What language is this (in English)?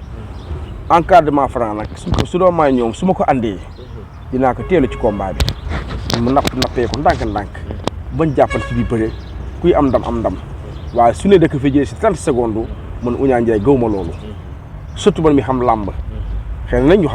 Wolof